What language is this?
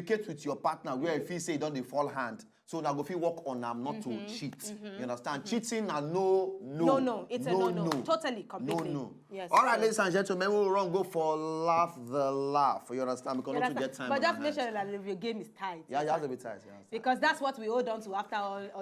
Nigerian Pidgin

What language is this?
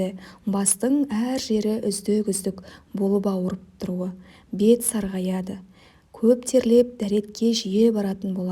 Kazakh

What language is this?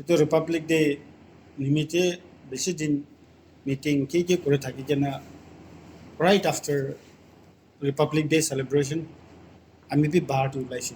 Naga Pidgin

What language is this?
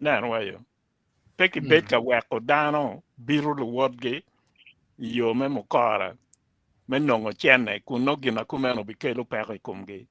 Acoli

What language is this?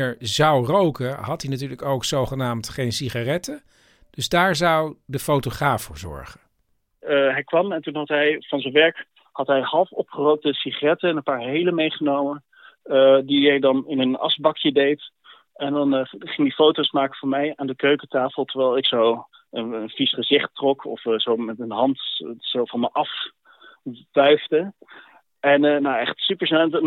Dutch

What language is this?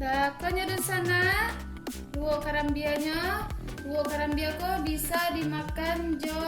Minangkabau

